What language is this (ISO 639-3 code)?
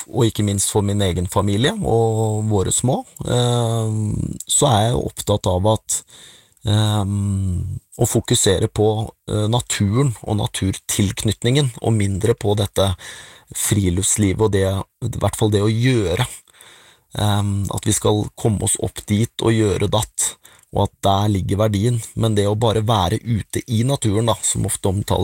nor